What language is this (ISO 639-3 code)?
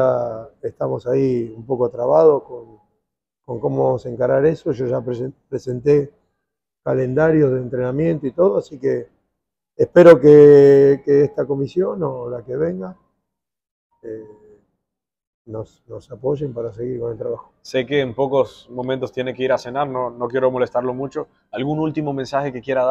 spa